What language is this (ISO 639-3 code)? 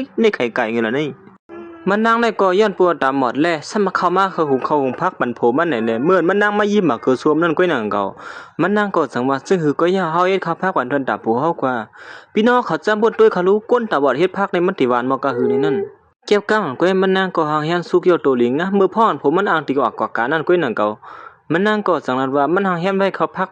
shn